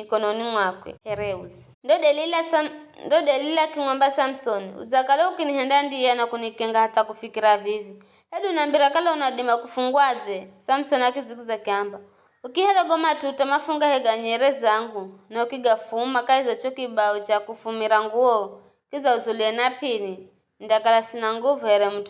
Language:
Giryama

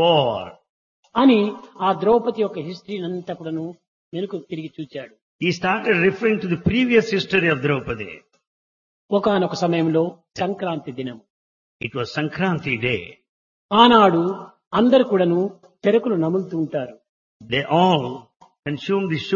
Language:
Telugu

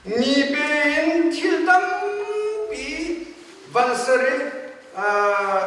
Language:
Hakha Chin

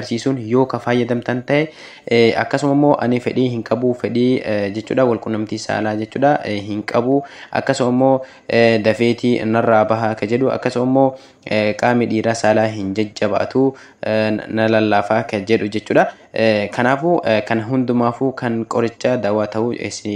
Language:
Oromo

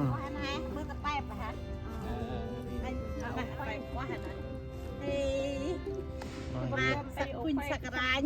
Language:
Central Mnong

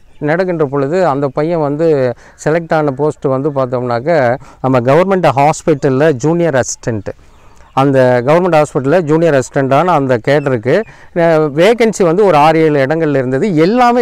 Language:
Tamil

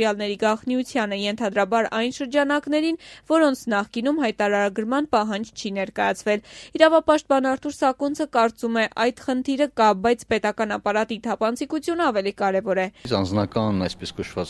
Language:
Armenian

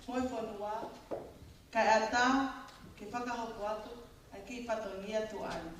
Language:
Tongan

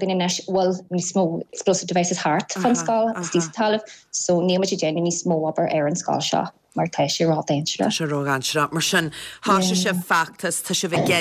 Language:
Irish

